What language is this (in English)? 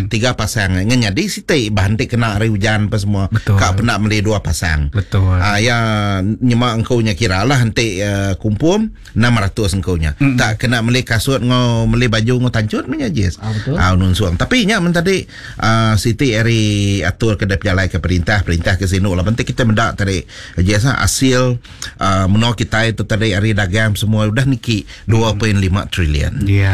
Iban